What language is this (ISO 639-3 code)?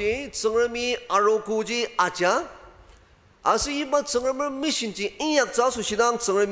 njo